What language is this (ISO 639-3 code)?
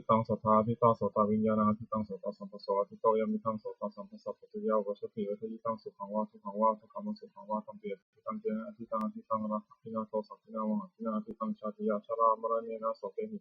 pli